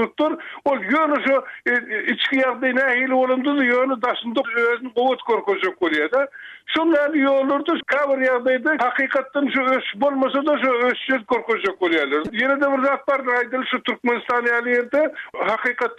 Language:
Turkmen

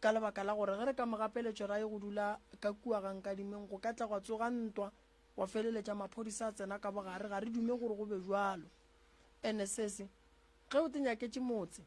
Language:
Northern Sotho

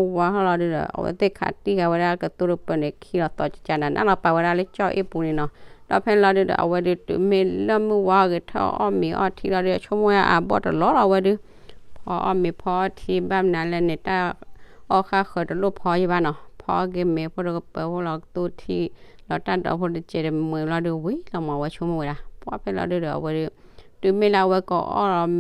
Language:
S'gaw Karen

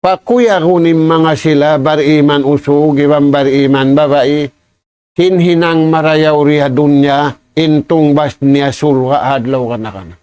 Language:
Tausug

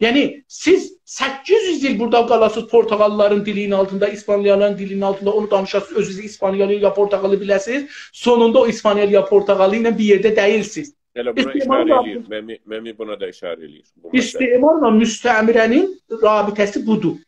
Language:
South Azerbaijani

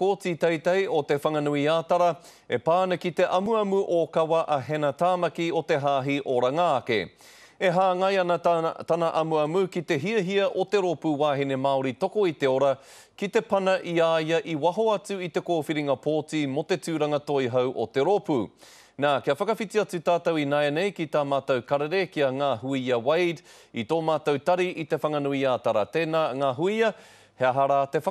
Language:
Māori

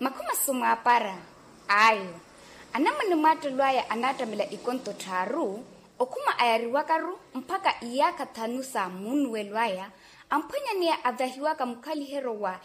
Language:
Makhuwa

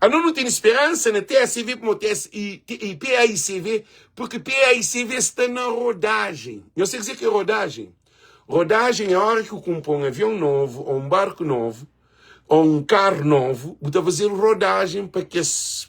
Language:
Kabuverdianu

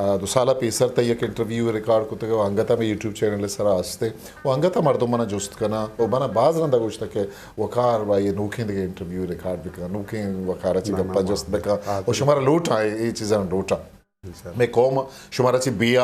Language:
Eastern Balochi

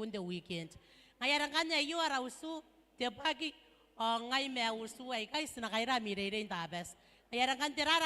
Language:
Gilbertese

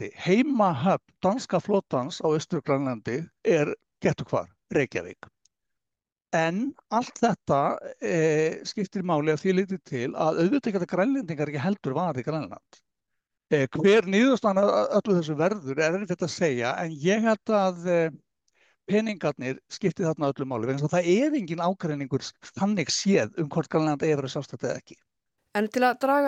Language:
Icelandic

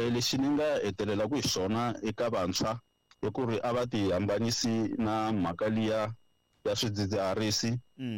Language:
Tsonga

